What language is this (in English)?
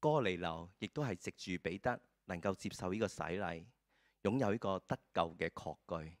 Cantonese